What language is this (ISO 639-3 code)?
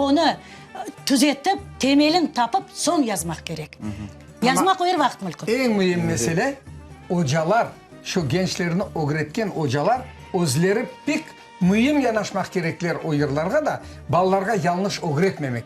crh